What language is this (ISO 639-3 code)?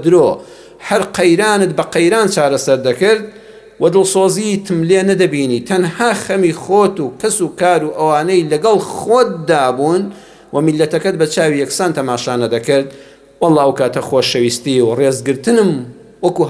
ckb